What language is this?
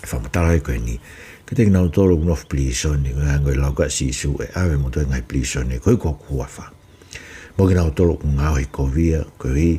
Tongan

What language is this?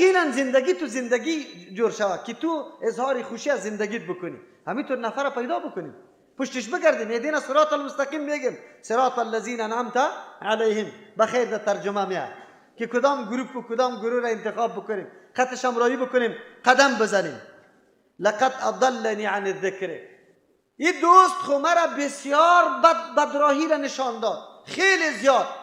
Persian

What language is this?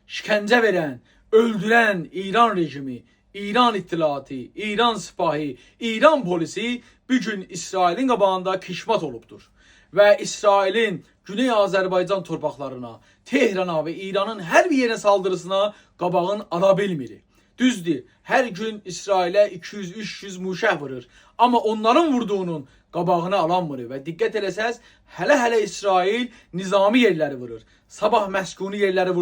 South Azerbaijani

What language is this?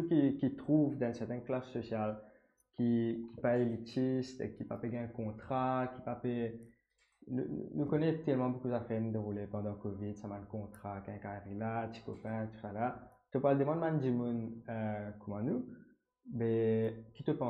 Morisyen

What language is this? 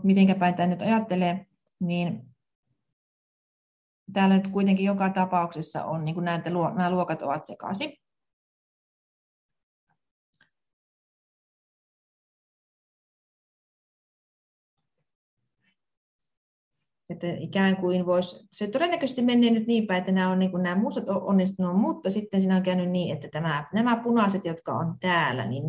Finnish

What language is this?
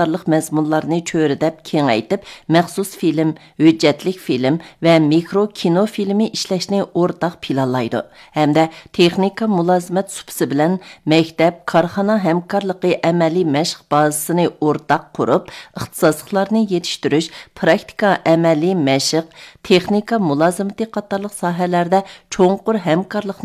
Uyghur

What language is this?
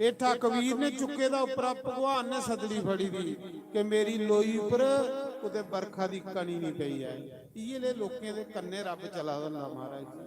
Dogri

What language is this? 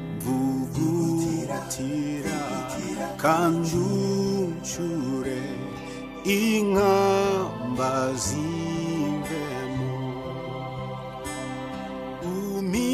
Kinyarwanda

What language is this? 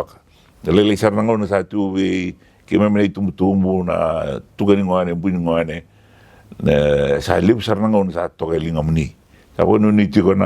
Fijian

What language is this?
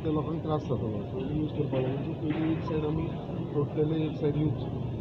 Konkani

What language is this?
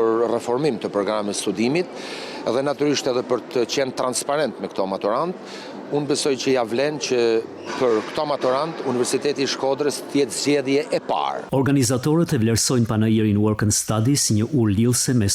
Albanian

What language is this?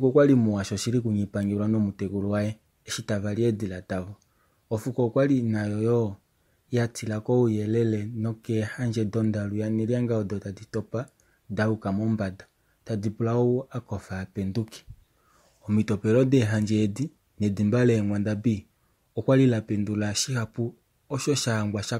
Kuanyama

